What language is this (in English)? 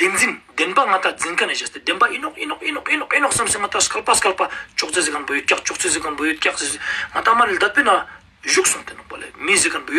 Ladakhi